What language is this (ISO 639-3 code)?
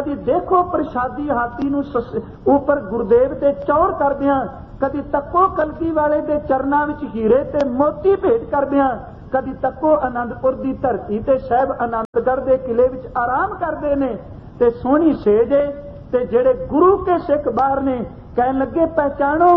pan